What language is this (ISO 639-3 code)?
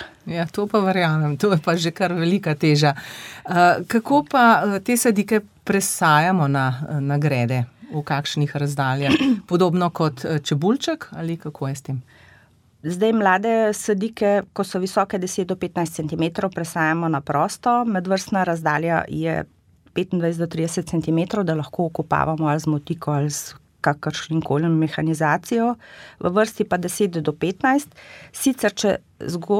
slv